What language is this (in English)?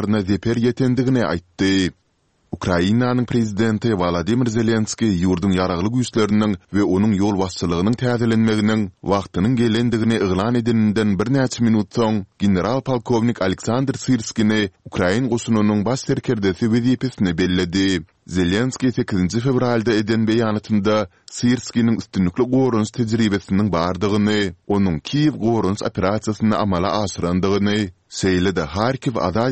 Turkmen